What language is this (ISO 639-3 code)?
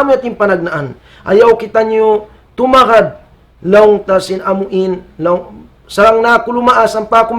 tsg